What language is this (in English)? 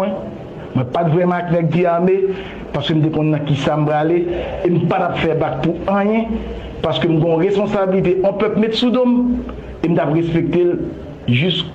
Haitian Creole